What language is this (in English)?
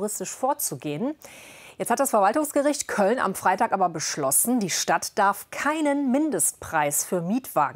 German